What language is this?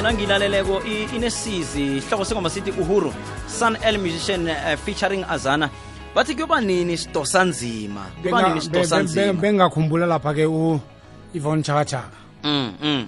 South Ndebele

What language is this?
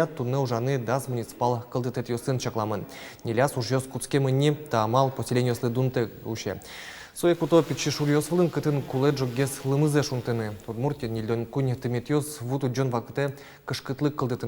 Udmurt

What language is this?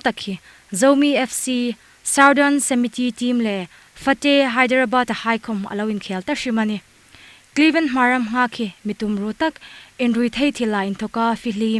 Hmar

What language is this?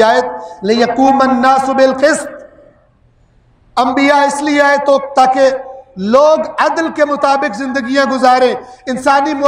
Urdu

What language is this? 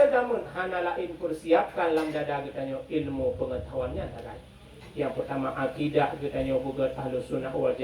Achinese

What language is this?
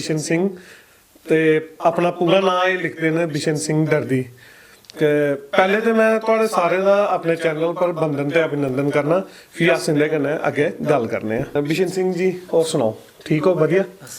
Dogri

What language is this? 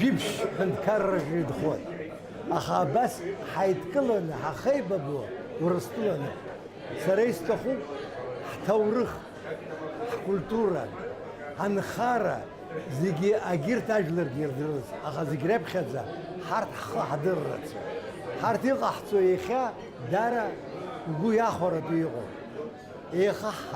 Abkhazian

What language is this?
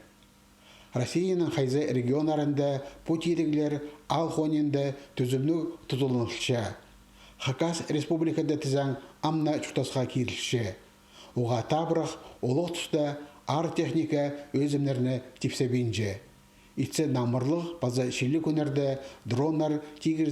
Khakas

